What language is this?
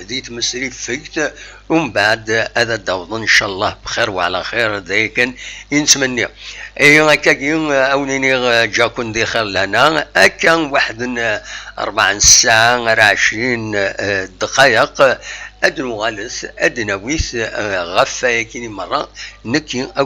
Kabyle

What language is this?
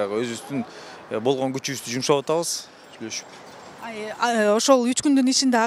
Kyrgyz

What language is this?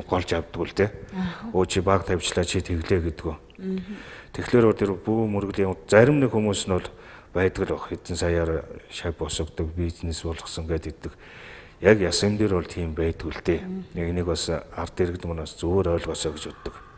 Mongolian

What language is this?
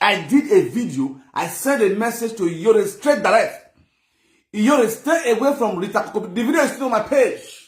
Nigerian Pidgin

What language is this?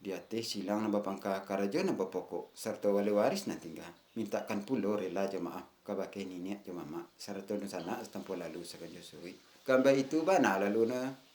Minangkabau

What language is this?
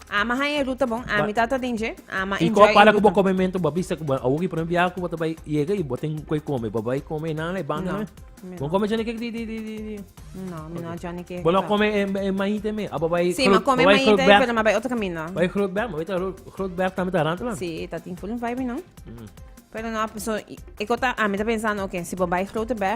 Papiamento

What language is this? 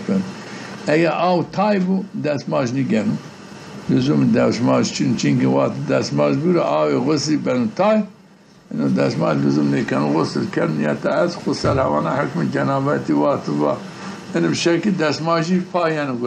Zaza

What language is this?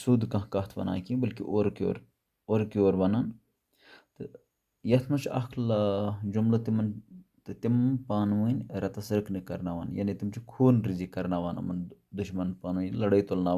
Kashmiri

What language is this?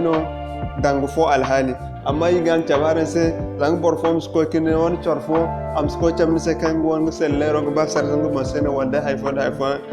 Zarma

